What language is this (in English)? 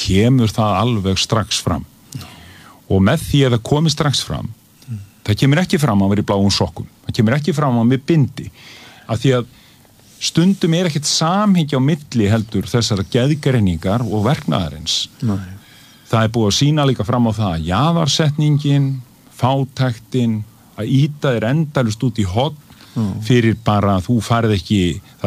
Icelandic